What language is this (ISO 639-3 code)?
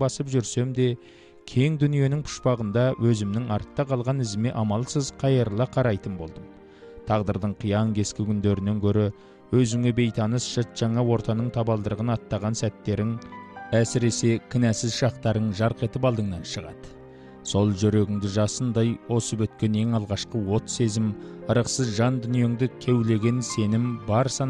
kaz